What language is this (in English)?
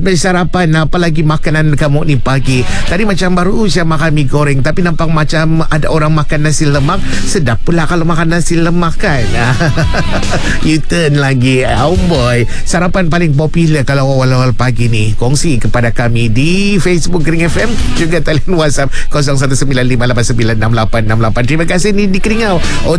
Malay